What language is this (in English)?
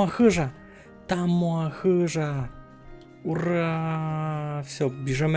Rusyn